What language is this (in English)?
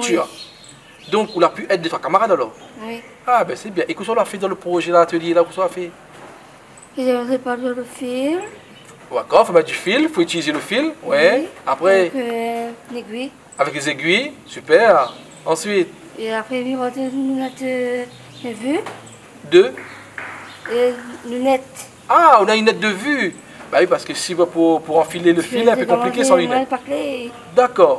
Réunion Creole French